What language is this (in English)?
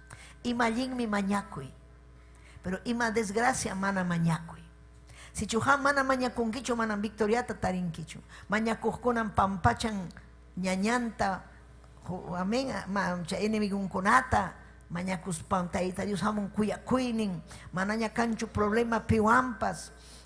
Ayacucho Quechua